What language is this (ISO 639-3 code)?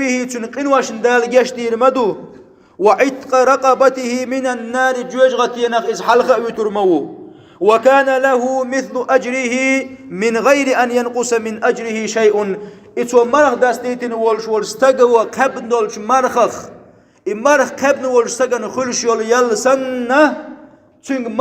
che